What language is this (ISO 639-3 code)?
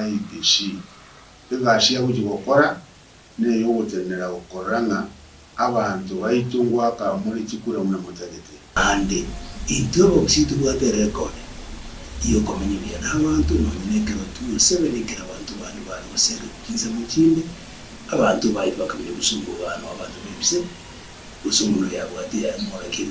guz